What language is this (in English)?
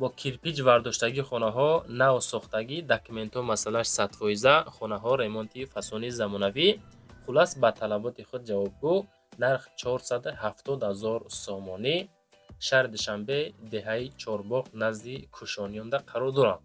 Tajik